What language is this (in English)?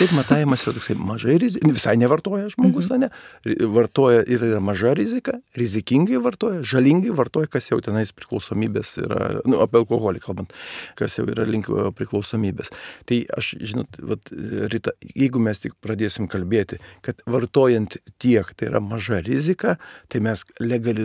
Lithuanian